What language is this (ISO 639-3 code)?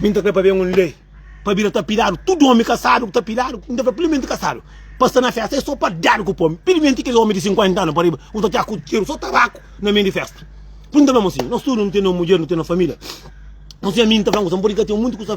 kea